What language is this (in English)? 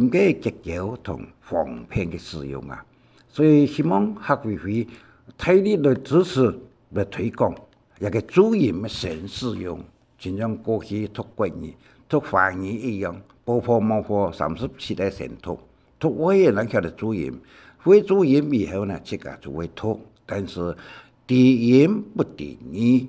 Hakka Chinese